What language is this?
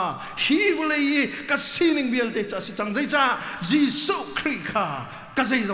Hakha Chin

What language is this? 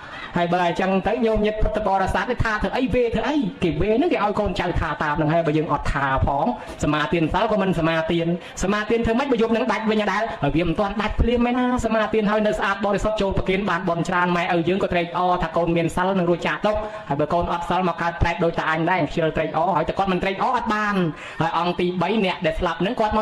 Khmer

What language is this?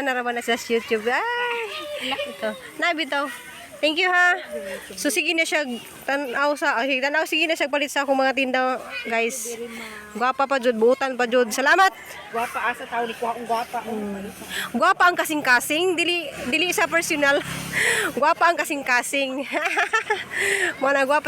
Cebuano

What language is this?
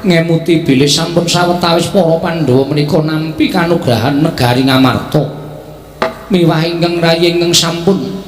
Javanese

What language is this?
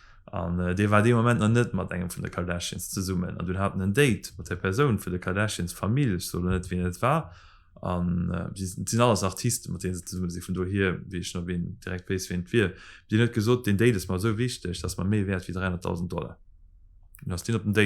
Luxembourgish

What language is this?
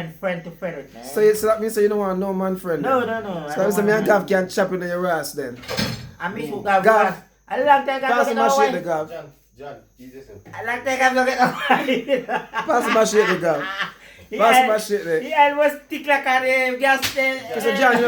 Jamaican Creole English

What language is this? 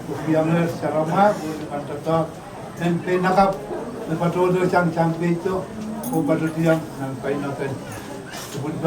Pohnpeian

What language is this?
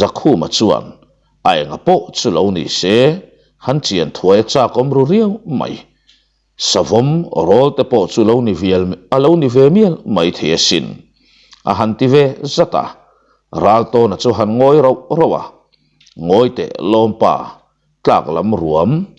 Mizo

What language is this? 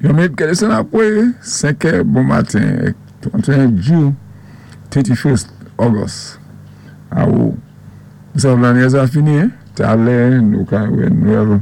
Saint Lucian Creole French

